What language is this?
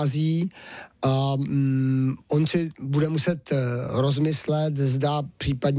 Czech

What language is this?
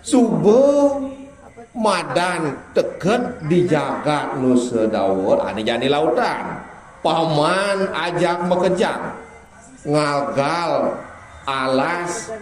Balinese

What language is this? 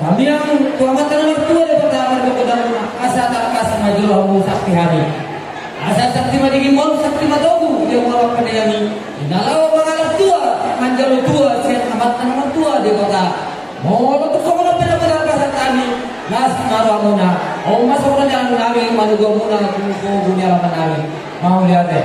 Batak Toba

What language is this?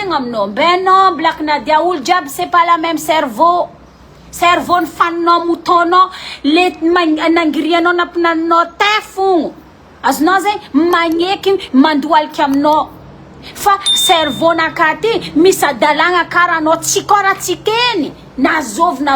Malagasy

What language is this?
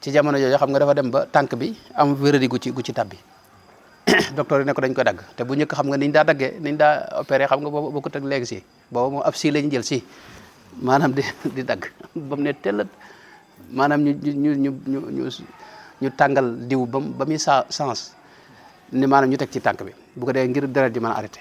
Wolof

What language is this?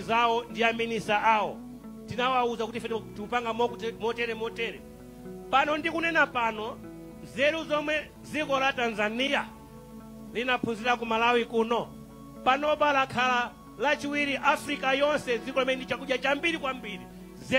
Nyanja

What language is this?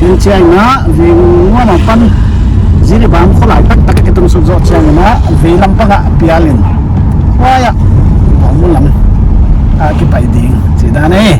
Paite Chin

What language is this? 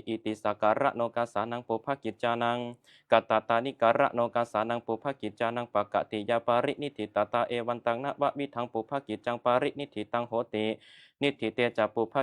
Pali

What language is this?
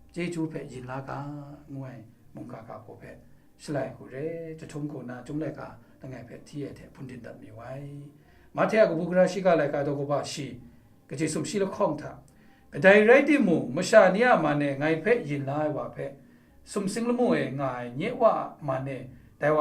Kachin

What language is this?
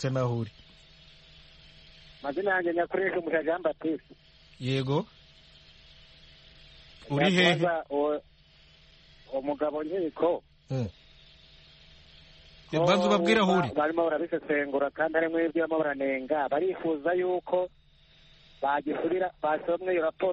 Kinyarwanda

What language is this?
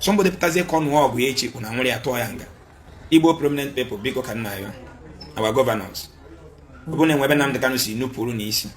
Igbo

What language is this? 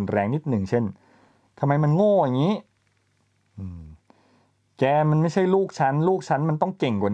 Thai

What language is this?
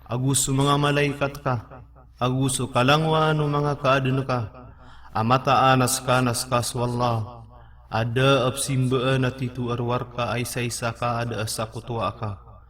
Maranao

